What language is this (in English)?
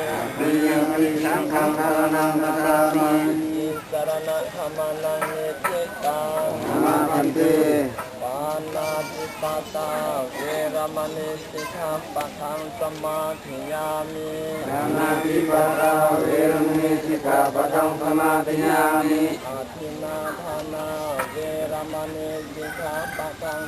Pali